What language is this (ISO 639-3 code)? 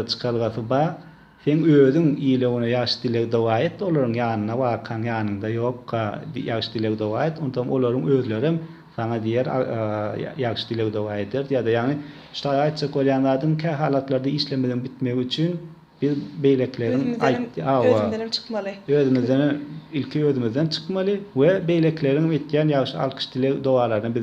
tuk